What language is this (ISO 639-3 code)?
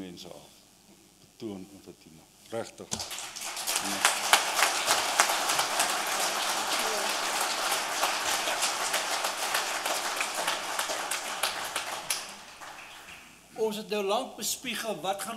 afr